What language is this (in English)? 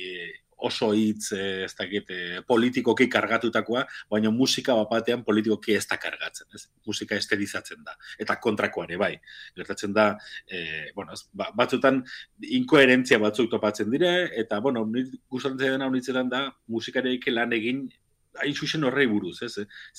Basque